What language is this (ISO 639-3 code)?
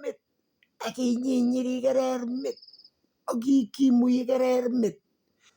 kln